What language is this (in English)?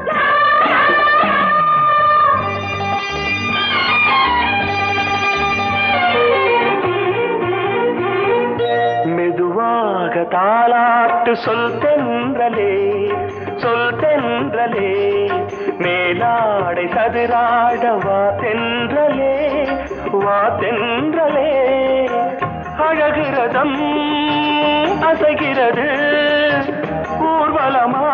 Tamil